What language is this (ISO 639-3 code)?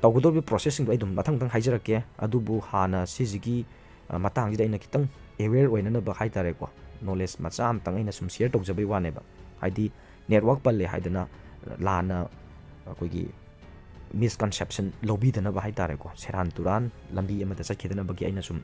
mni